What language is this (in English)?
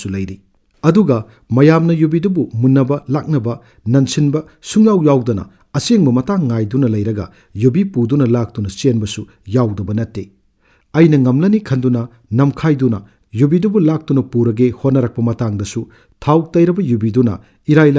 Manipuri